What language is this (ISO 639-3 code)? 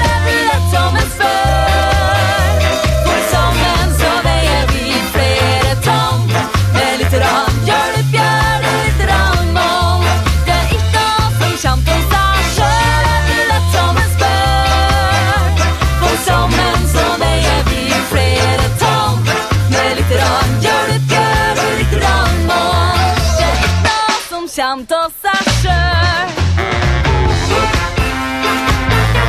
nor